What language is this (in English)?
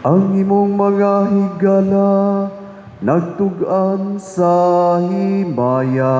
Cebuano